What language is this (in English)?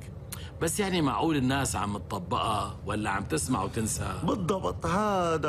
North Levantine Arabic